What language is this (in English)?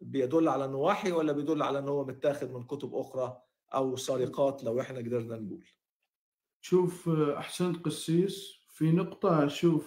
Egyptian Arabic